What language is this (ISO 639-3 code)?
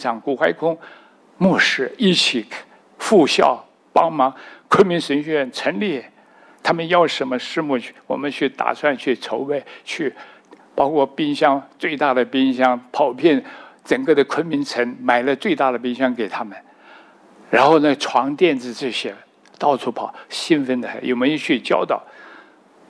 zho